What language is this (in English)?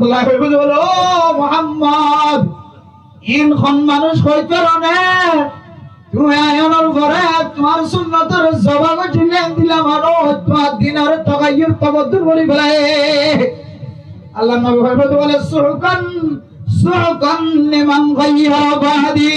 Rohingya